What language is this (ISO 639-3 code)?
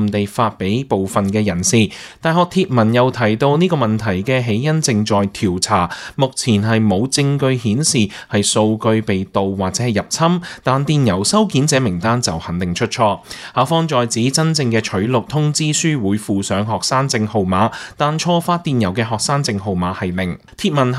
yue